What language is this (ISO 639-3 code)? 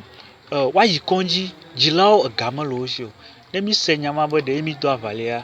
ewe